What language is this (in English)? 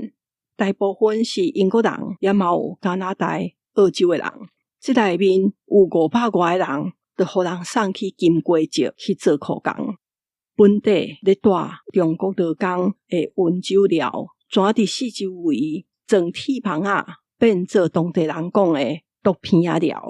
Min Nan Chinese